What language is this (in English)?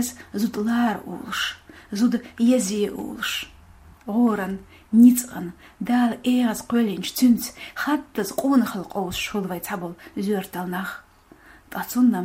Chechen